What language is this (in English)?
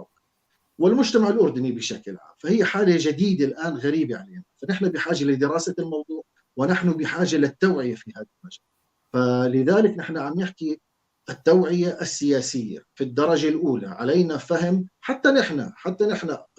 North Levantine Arabic